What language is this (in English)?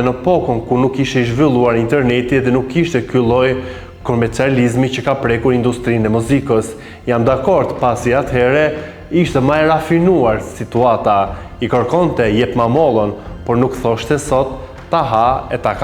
Albanian